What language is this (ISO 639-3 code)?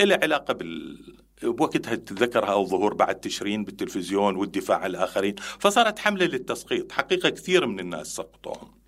acm